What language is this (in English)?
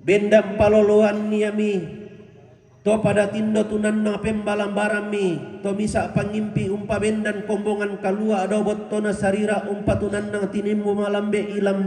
Toraja-Sa'dan